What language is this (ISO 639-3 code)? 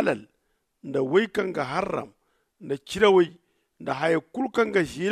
dje